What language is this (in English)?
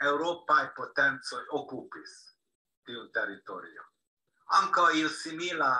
Esperanto